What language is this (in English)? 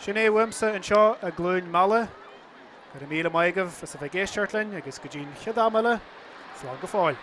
Irish